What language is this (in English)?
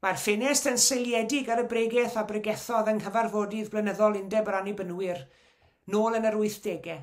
Welsh